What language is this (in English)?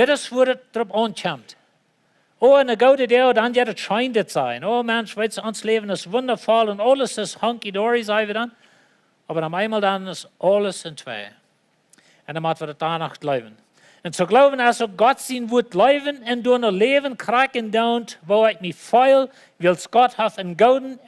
Plautdietsch